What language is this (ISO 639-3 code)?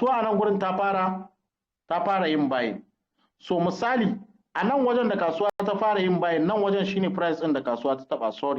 hau